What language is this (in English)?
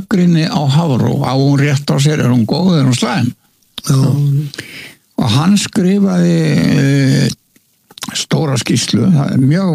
Icelandic